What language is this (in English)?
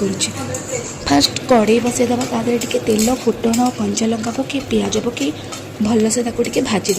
Odia